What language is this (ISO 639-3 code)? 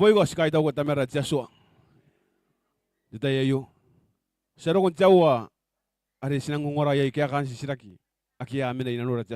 gil